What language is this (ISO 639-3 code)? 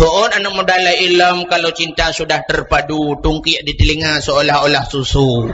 ace